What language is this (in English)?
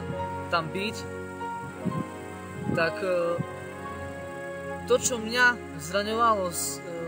Slovak